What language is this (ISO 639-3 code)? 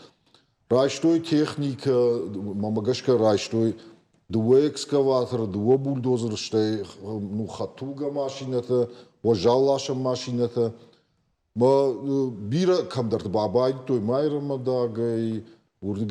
oss